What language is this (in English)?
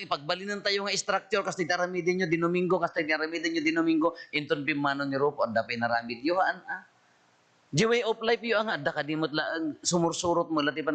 Iloko